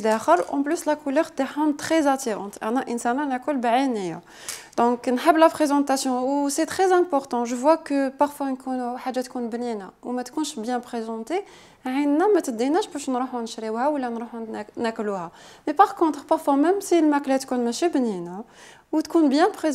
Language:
Algerian Arabic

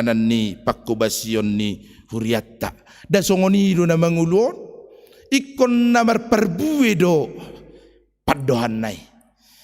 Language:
Batak Toba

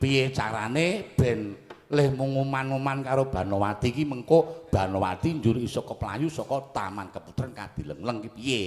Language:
Javanese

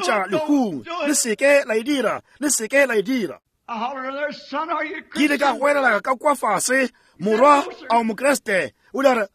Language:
Northern Sotho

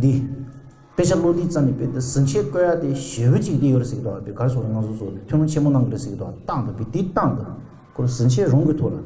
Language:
Tibetan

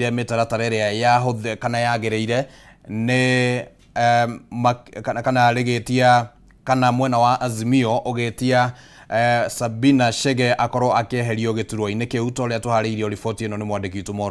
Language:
Kikuyu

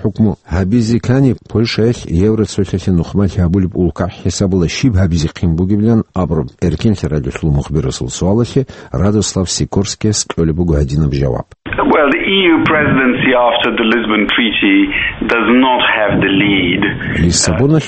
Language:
Avaric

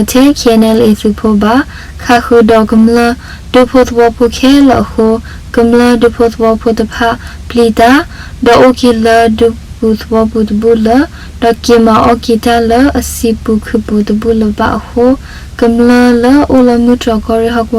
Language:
S'gaw Karen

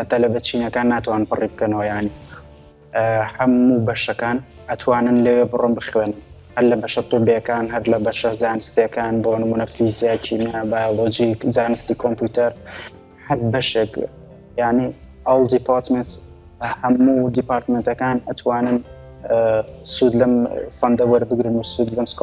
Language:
Central Kurdish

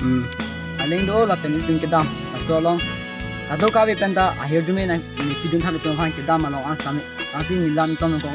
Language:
Karbi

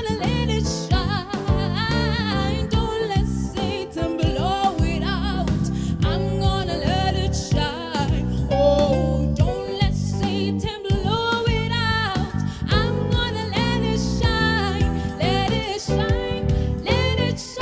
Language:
Southern Sotho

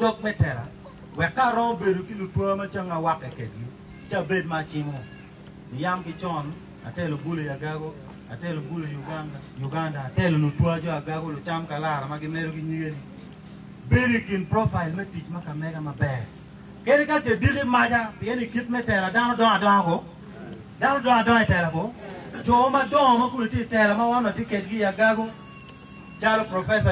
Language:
Acoli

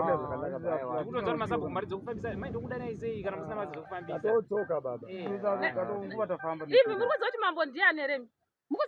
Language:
Shona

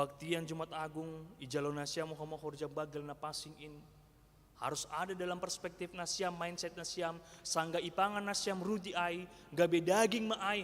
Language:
Batak Simalungun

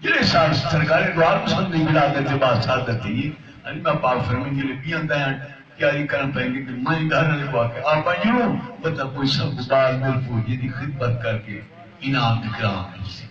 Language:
Saraiki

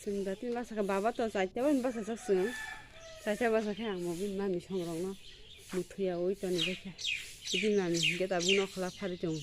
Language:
Kok Borok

